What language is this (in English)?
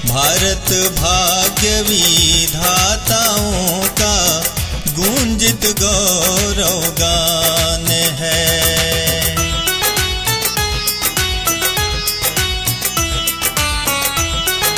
Hindi